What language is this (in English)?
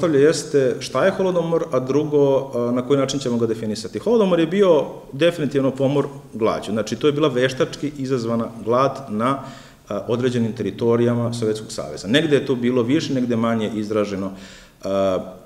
Serbian